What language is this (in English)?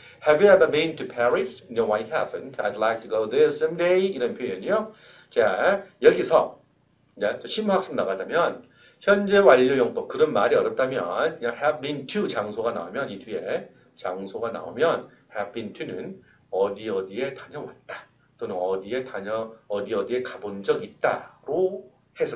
Korean